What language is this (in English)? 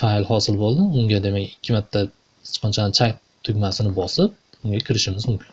Uzbek